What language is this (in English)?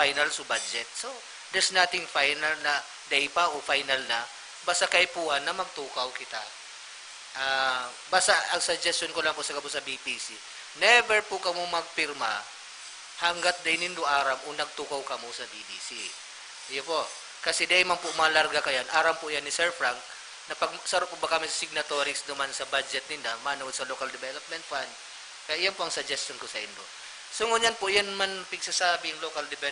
Bikol